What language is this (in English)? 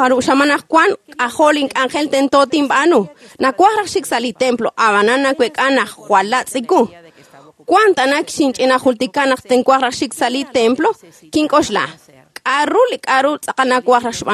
Kekchí